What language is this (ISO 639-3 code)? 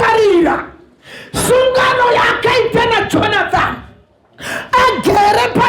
sna